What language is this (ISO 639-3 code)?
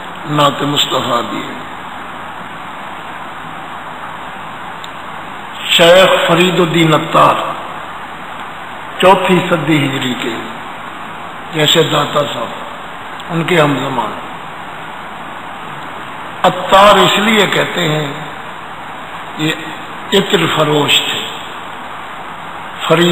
urd